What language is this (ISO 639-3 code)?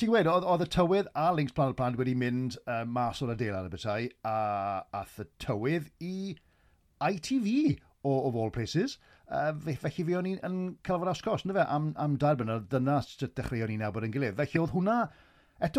cym